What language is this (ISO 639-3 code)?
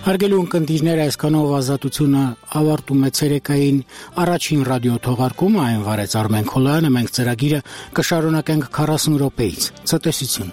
hye